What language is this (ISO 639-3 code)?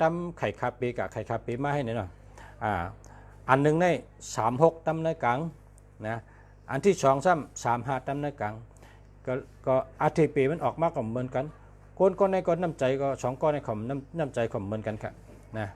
shn